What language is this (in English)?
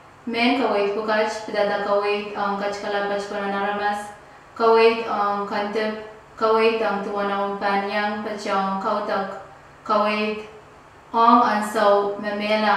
Pohnpeian